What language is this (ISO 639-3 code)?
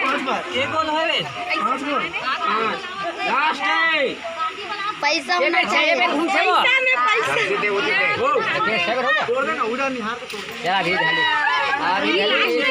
hne